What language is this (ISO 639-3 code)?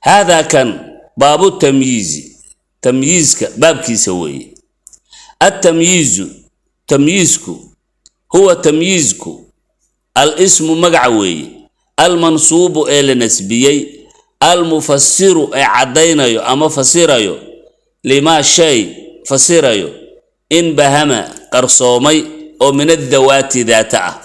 som